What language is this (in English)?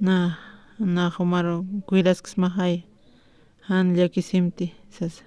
Aymara